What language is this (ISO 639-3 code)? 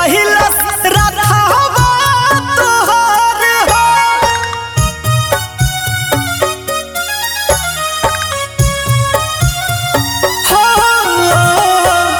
bho